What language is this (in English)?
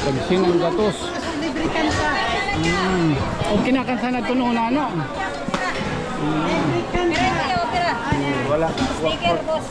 Waray